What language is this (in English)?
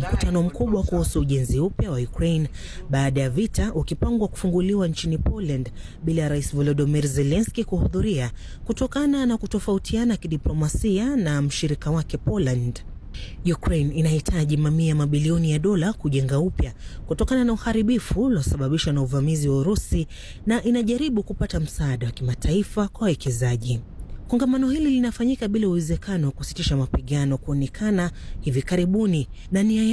Swahili